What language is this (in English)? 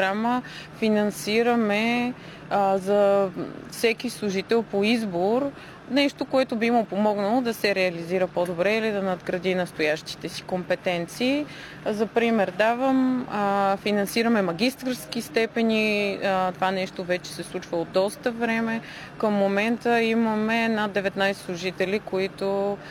Bulgarian